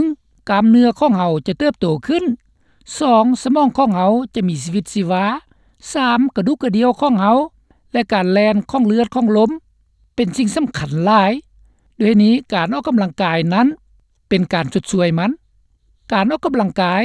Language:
Lao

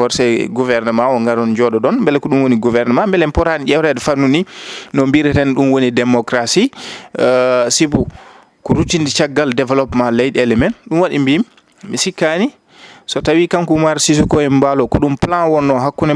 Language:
Fula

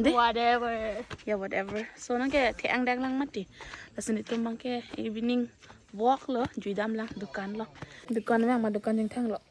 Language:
Karbi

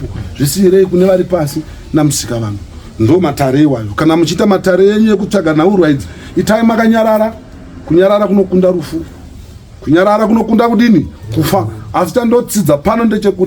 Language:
Shona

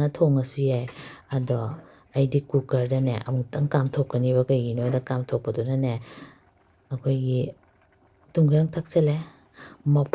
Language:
Manipuri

